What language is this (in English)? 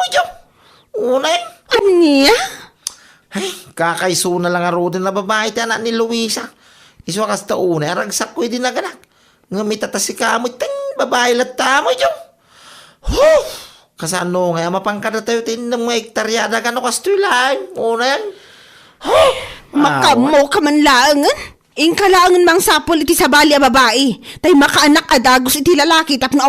Iloko